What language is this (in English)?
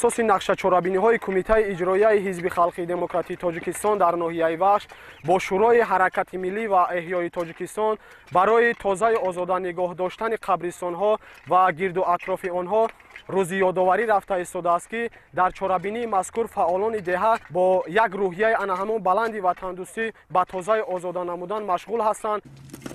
Tajik